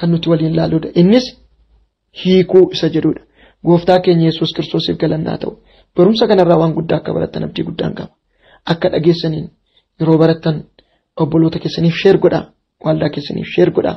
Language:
Oromo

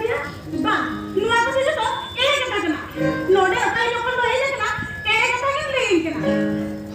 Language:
Santali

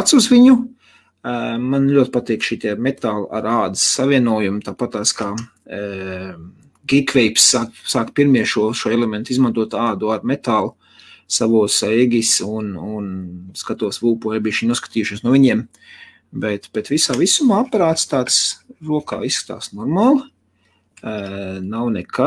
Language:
Latvian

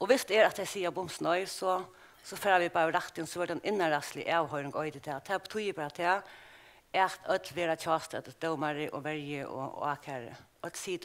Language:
Faroese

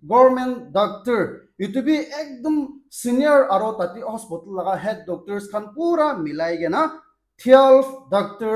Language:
Naga Pidgin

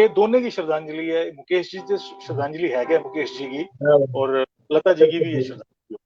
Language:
Dogri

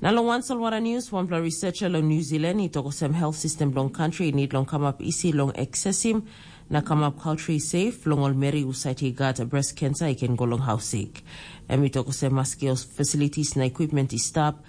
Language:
Tok Pisin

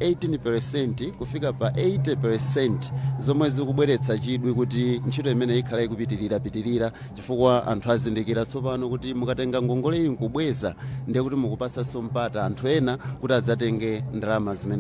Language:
Nyanja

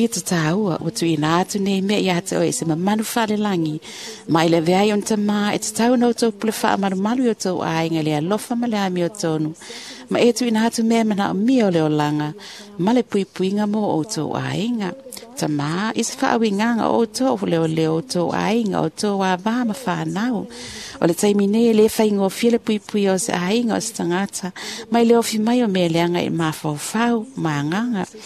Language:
Samoan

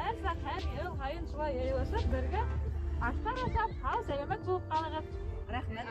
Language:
Bashkir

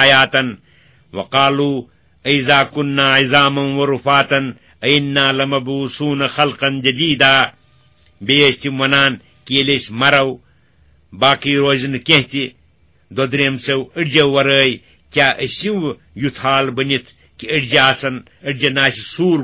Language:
Kashmiri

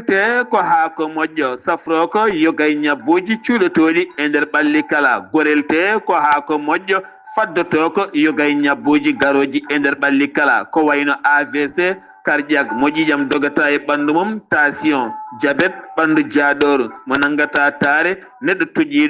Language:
Fula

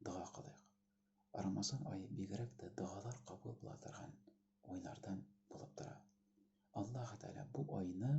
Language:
Tatar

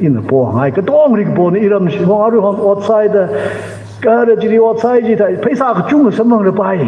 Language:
Tangkhul Naga (India)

